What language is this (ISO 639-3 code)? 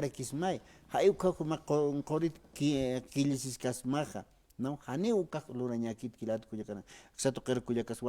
aym